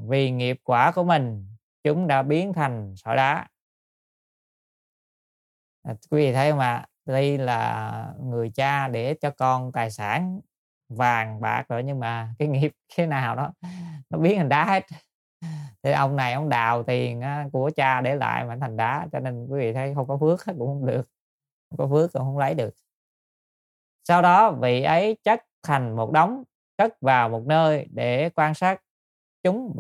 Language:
Vietnamese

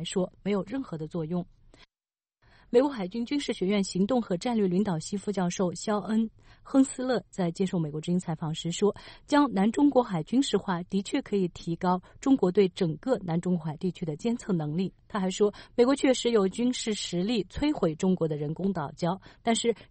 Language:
Chinese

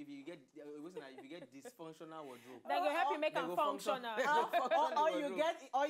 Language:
Nigerian Pidgin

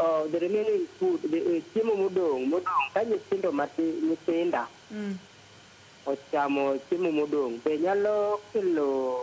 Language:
Luo (Kenya and Tanzania)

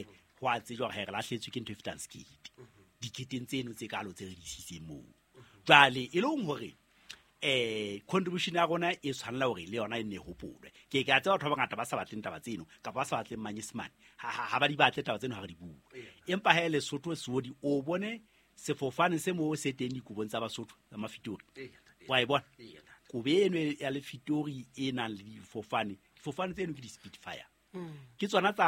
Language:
Southern Sotho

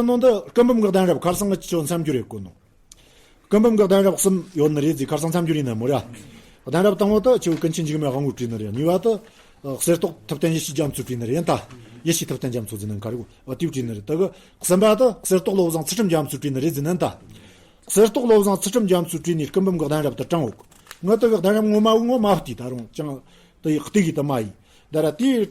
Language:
Tibetan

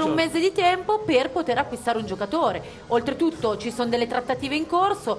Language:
Italian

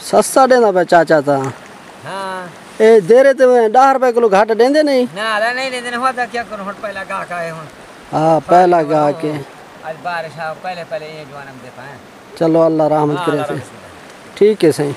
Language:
Saraiki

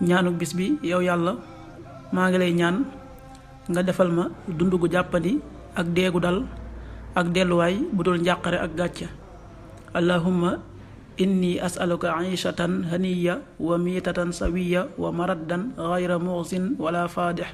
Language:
Wolof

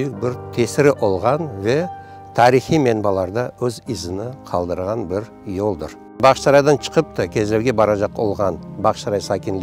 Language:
Crimean Tatar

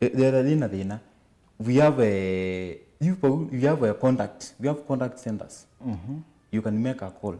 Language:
Kamba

